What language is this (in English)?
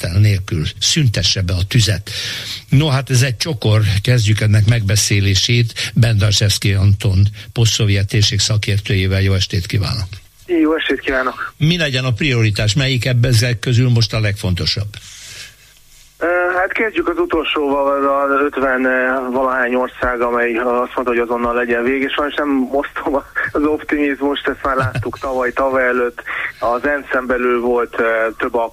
Hungarian